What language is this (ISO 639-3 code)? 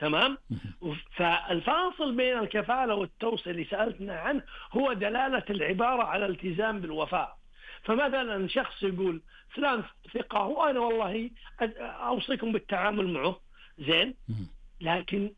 ars